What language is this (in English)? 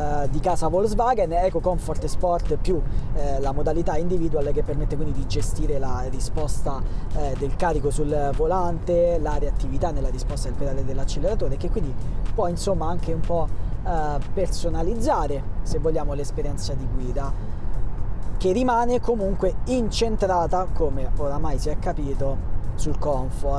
Italian